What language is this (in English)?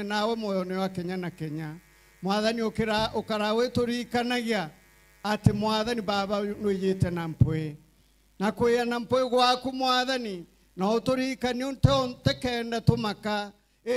Meru